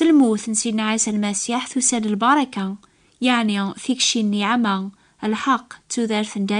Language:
Kabyle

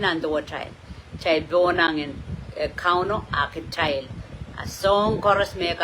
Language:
Pohnpeian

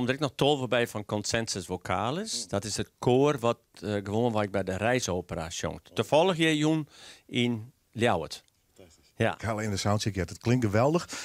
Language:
Western Frisian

